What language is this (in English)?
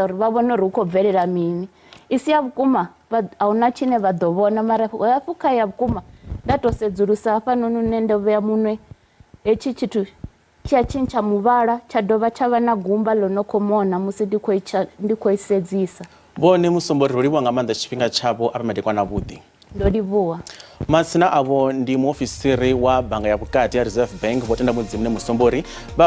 Venda